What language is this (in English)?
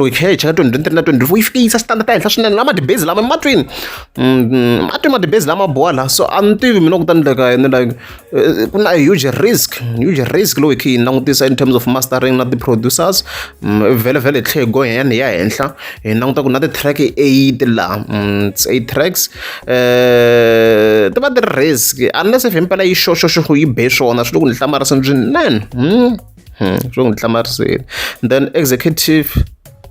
Tsonga